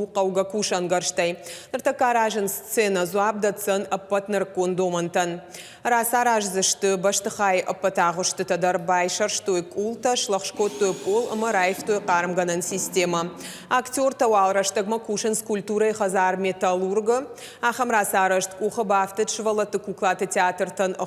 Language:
Ossetic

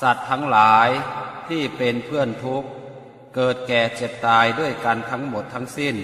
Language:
Pali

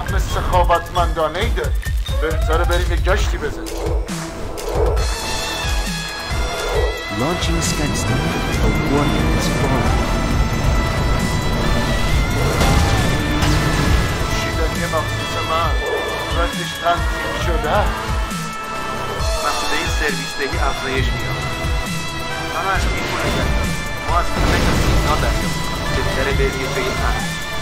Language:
Persian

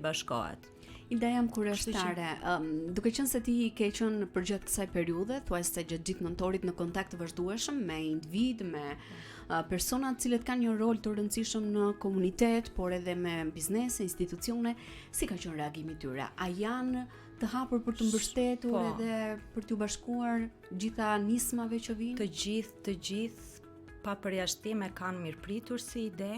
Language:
Albanian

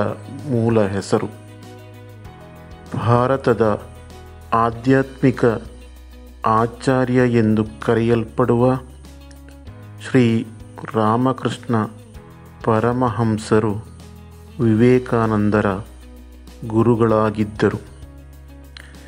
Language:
Kannada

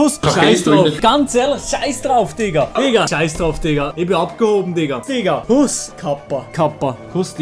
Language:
Swiss German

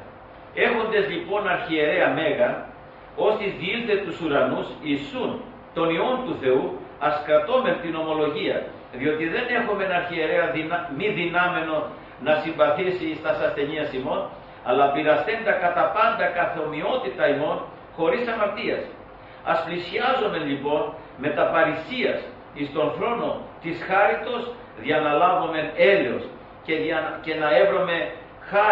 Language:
Greek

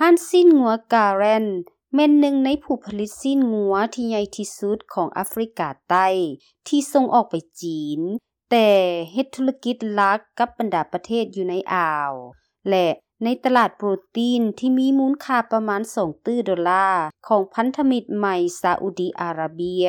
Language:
Lao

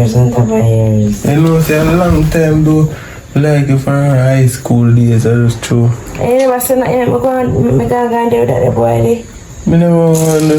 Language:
Jamaican Creole English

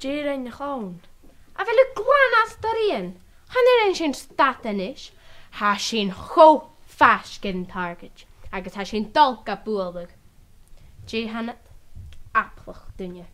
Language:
Scottish Gaelic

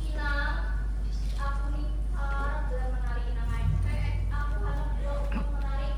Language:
Banjar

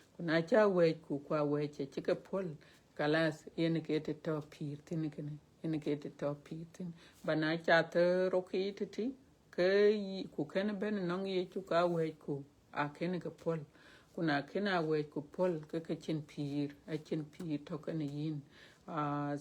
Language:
Dinka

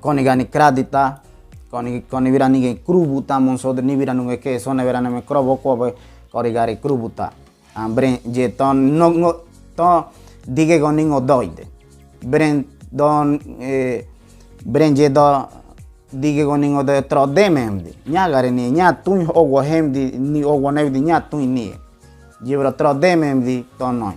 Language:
Ngäbere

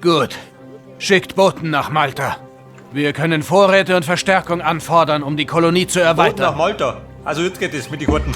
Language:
Bavarian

